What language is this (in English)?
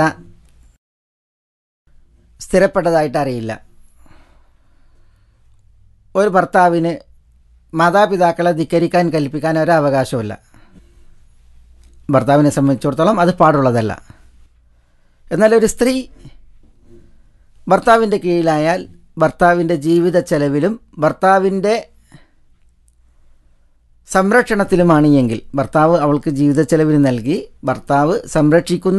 Malayalam